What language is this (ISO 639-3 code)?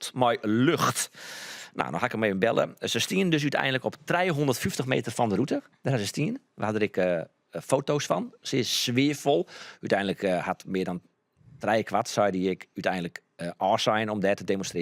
fry